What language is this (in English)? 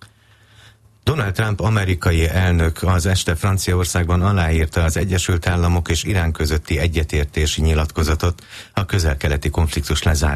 Hungarian